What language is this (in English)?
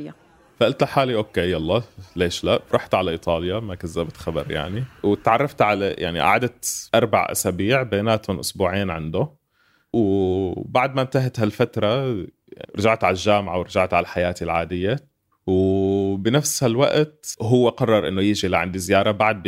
North Levantine Arabic